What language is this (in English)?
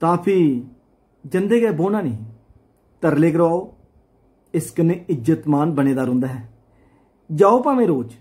Dogri